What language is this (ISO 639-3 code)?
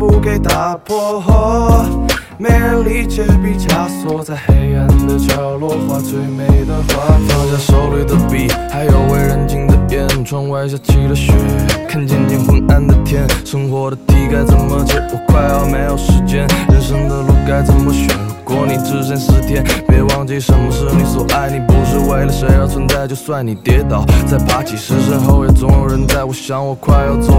zho